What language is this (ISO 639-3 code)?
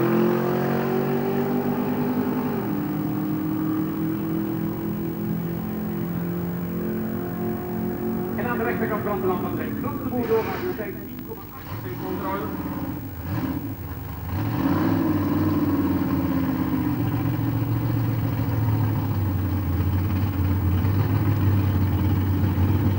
nld